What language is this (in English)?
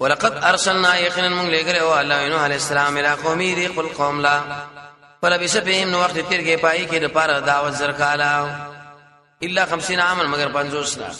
Pashto